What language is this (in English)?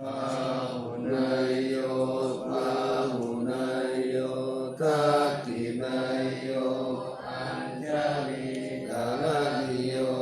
Pali